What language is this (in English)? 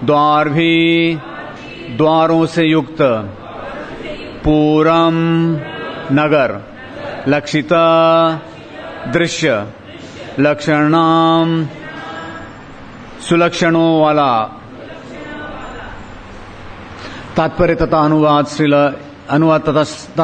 Hindi